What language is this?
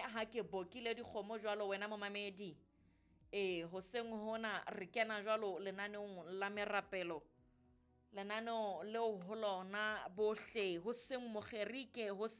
Southern Sotho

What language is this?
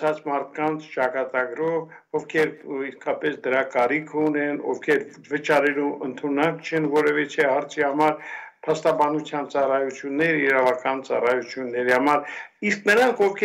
Armenian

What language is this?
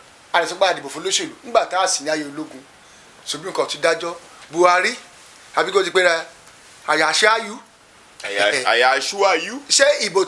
Yoruba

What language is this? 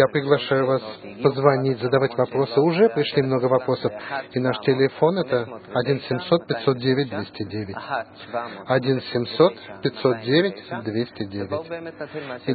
Russian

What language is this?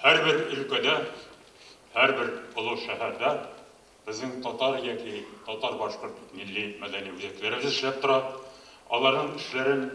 Tatar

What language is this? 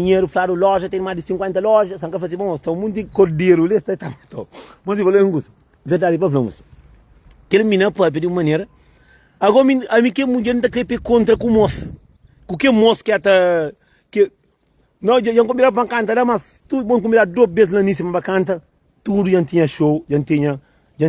Kabuverdianu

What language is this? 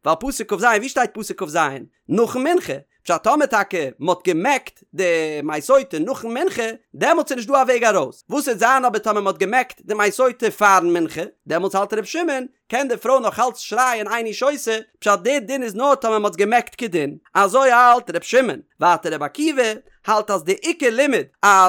Yiddish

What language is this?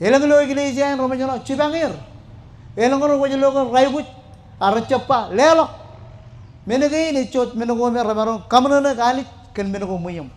Marshallese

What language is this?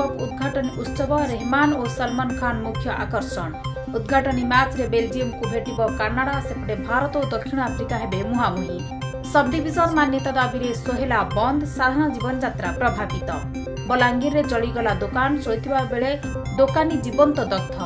Odia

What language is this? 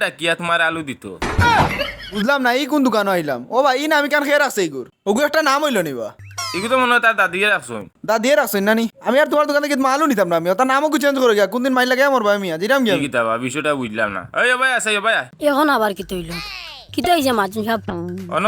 Sylheti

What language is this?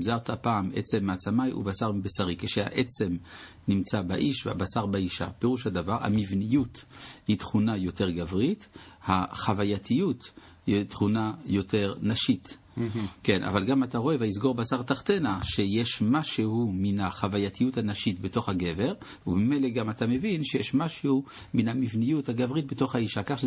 Hebrew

